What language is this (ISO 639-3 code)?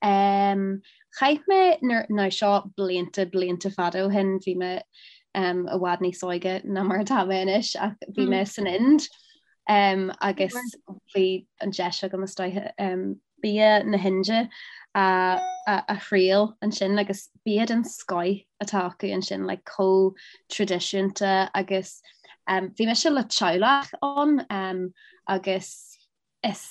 gle